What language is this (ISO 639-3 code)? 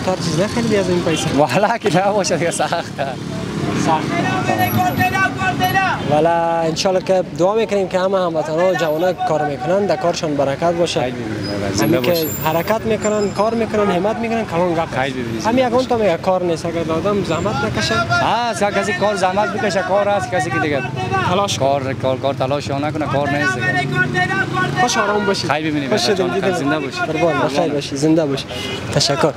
fas